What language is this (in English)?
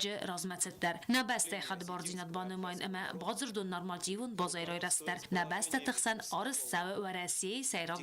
Ossetic